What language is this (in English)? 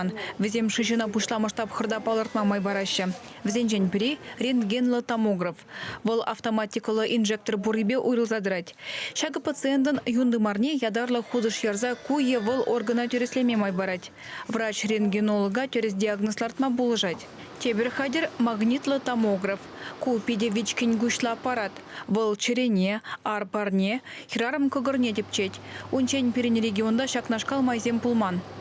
Chuvash